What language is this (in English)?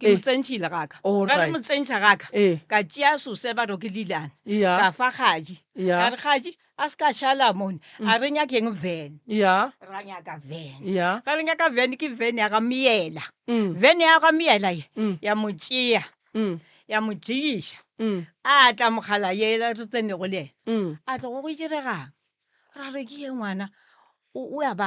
Northern Sotho